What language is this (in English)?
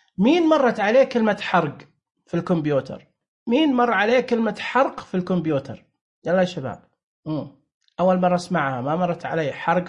Najdi Arabic